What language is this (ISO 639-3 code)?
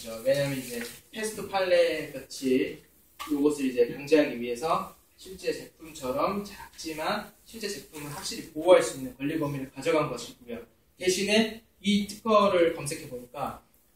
kor